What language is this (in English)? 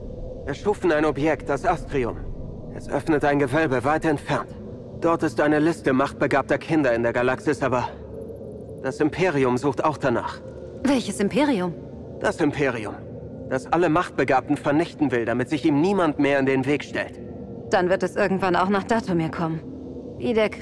German